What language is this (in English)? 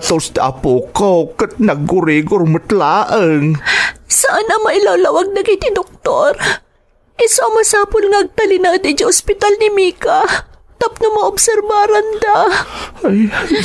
Iloko